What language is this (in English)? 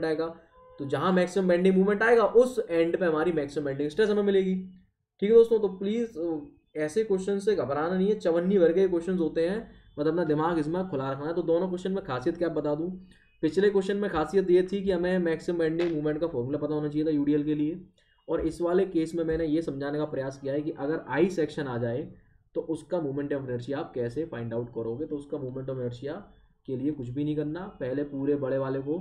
Hindi